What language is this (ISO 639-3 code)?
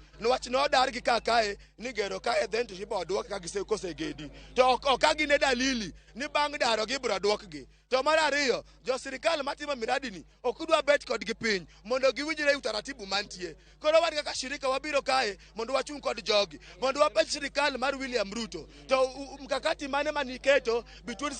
luo